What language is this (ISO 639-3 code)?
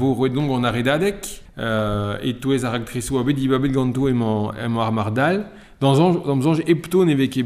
bre